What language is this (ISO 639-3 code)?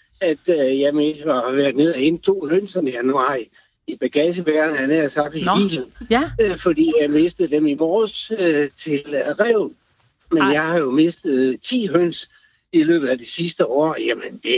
dan